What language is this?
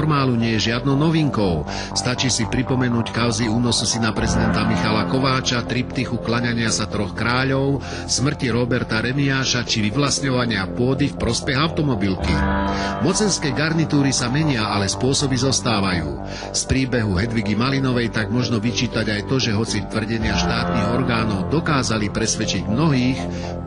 Slovak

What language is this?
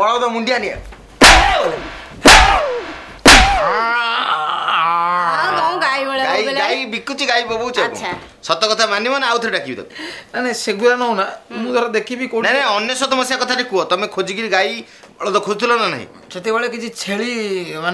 Odia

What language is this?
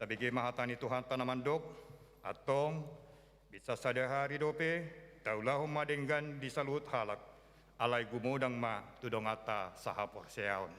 Batak Toba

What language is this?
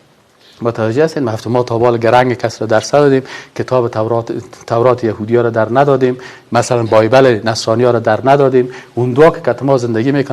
Persian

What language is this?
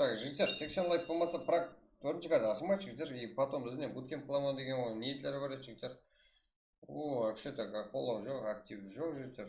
Kara-Kalpak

